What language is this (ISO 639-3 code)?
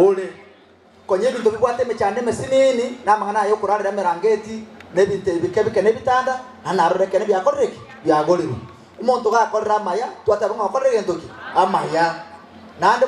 guz